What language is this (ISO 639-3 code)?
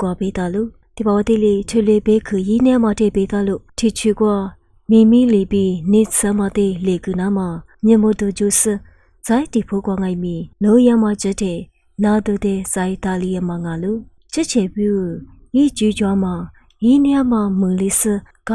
lis